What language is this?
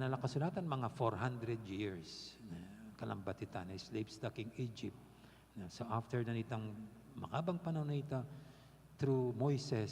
Pampanga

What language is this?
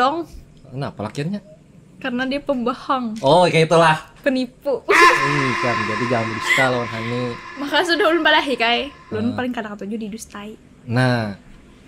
Banjar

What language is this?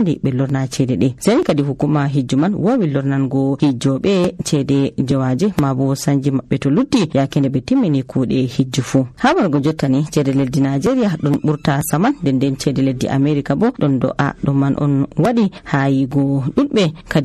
Nigerian Fulfulde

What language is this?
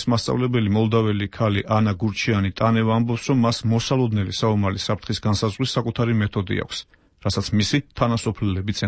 Georgian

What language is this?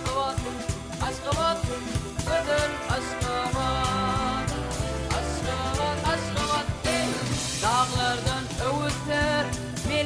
Turkmen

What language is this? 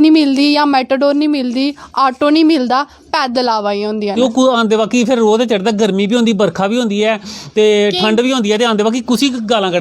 Dogri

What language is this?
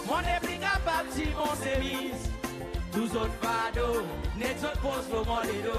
Seselwa Creole French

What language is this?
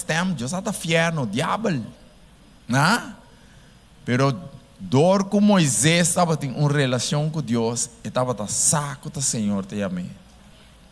Papiamento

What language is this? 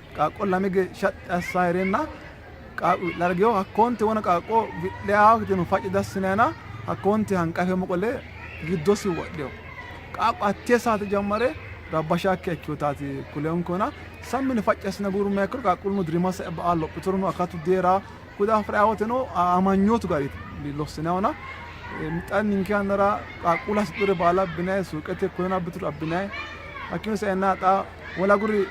Sidamo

